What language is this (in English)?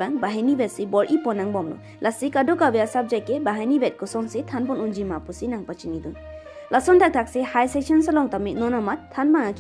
Karbi